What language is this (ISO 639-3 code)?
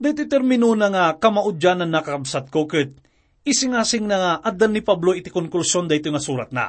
ilo